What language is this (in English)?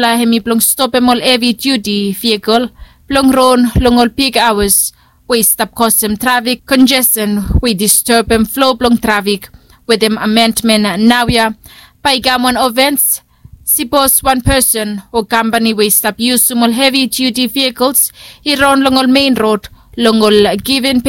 Bislama